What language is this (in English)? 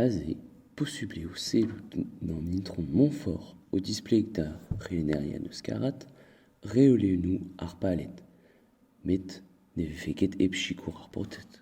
Breton